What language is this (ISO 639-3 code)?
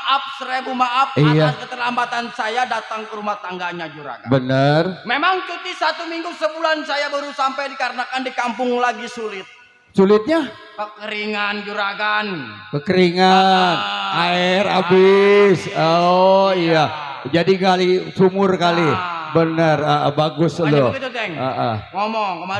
bew